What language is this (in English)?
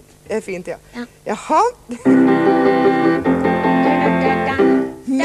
Norwegian